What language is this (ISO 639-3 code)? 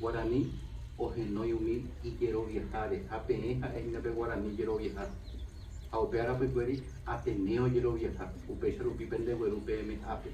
grn